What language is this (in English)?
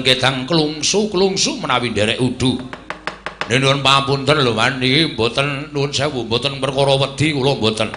Javanese